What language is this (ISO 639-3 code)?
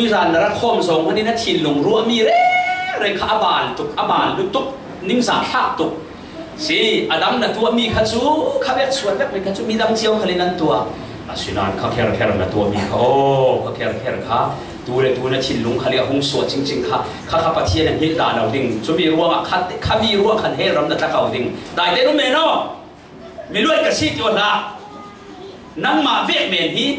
cfm